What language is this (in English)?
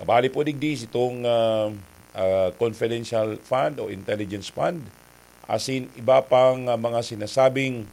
Bikol